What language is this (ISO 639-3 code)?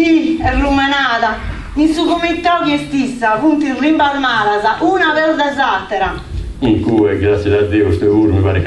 srd